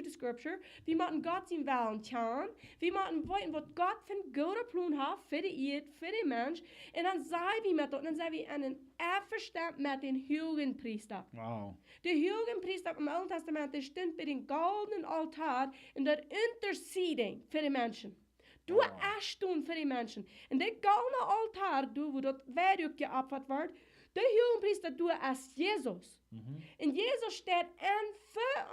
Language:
Plautdietsch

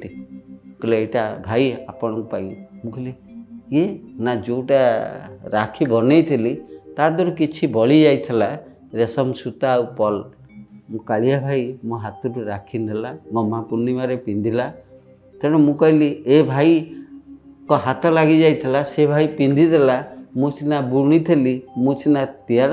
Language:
Odia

